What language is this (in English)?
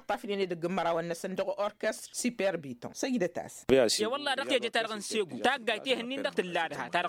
Tamasheq